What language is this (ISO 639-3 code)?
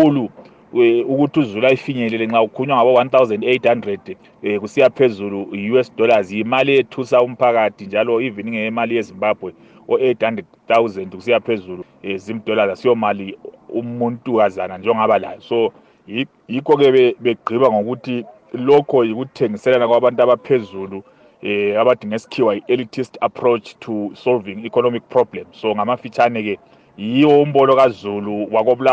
nde